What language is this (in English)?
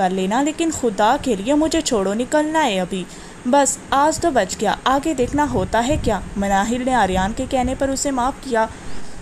Urdu